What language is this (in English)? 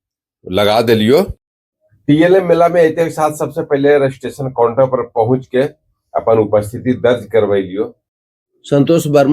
Magahi